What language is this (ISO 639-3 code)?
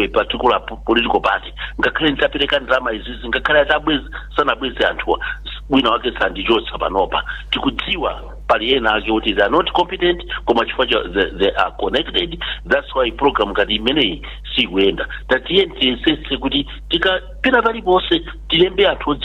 nya